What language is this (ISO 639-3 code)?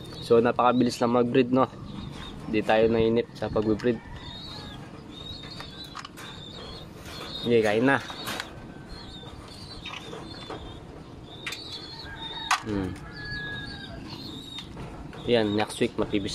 fil